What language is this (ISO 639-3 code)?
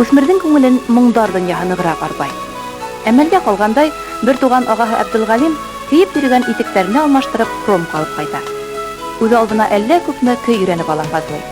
bak